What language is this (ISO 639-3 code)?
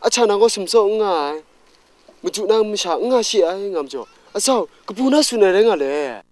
kac